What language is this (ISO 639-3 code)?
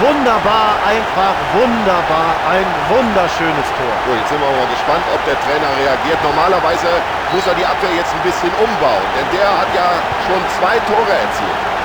bar